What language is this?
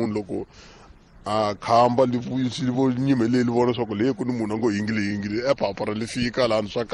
Tsonga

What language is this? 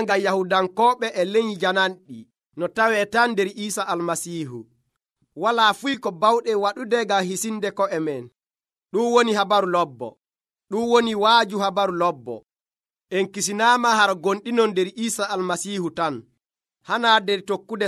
Nigerian Fulfulde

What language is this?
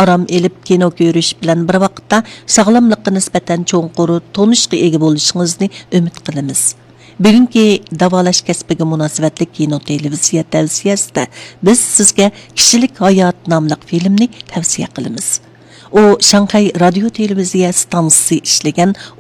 Uyghur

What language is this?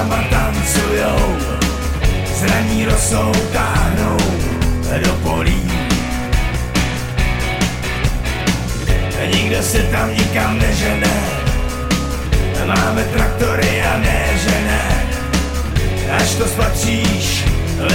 Slovak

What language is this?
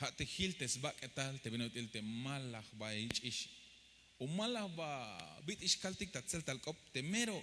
Tzeltal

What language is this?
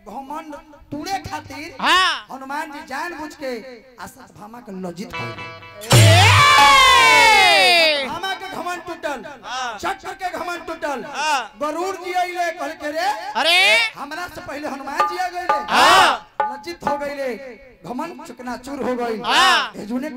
Bhojpuri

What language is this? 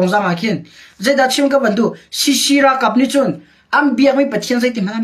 Hakha Chin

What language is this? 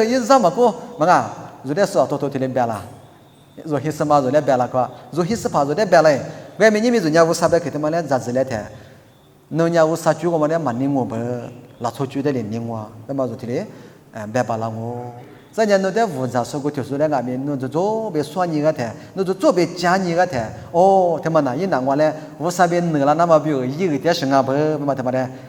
Lisu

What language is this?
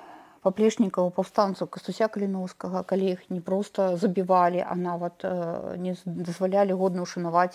Belarusian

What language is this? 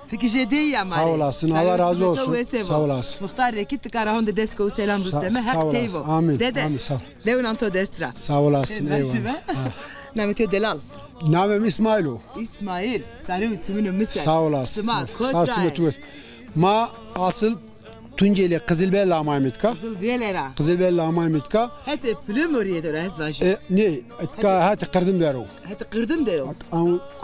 Zaza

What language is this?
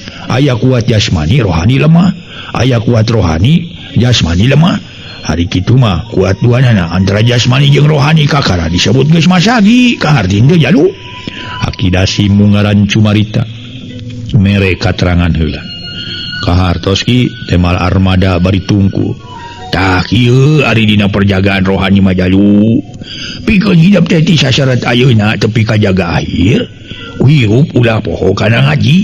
Sundanese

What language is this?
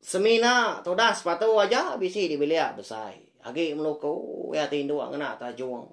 Iban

